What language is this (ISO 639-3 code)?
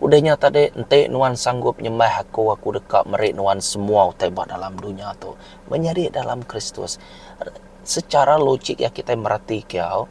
iba